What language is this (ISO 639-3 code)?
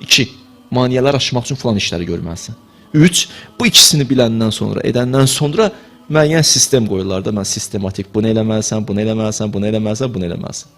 aze